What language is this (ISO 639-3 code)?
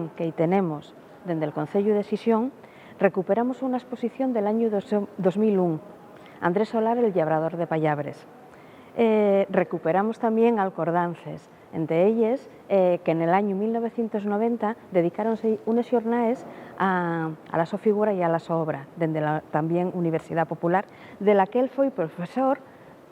ast